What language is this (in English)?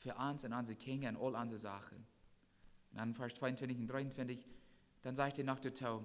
Plautdietsch